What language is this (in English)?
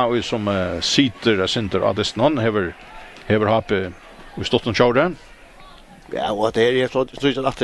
Faroese